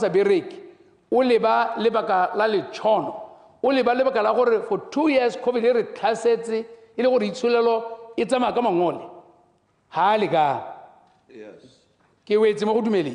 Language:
Tswana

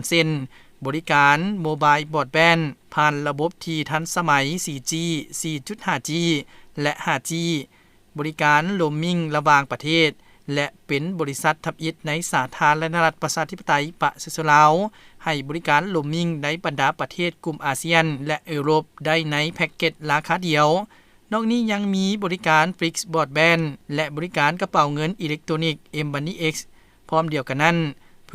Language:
Lao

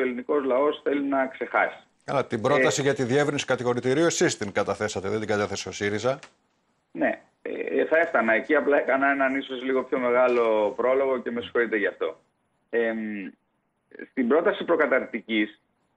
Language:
Greek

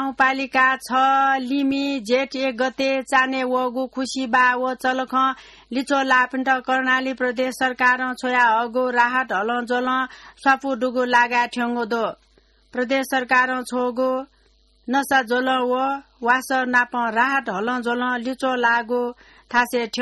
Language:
Newari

